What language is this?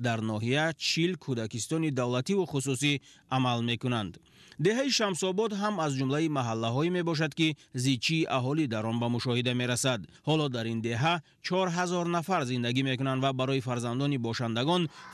Tajik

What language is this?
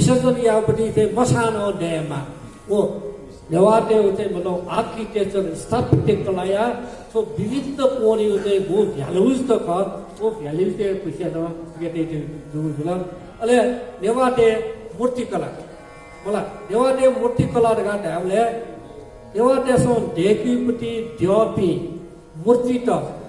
Newari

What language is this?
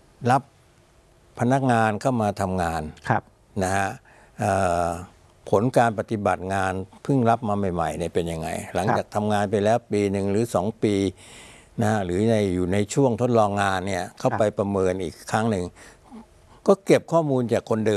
Thai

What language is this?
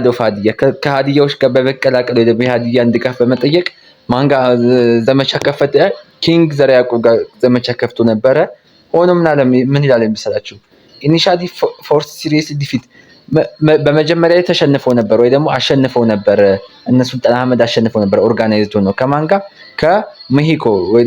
Amharic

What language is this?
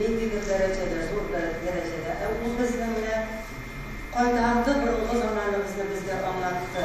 Tatar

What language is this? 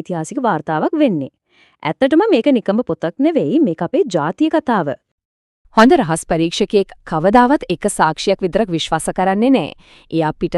Sinhala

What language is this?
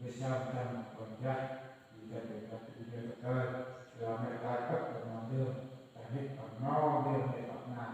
Central Mnong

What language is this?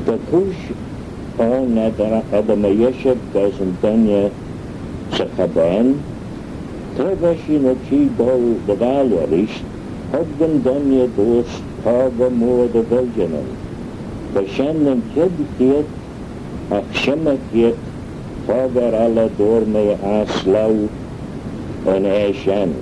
Manx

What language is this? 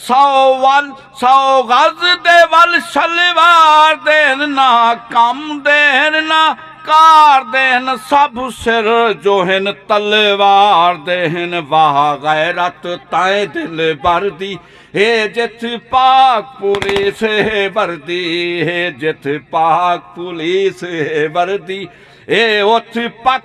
Saraiki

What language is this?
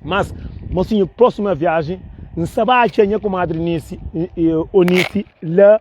Kabuverdianu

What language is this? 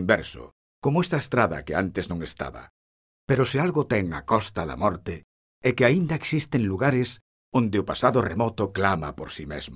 Galician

